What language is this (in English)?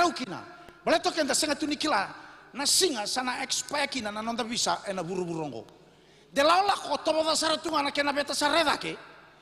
Fijian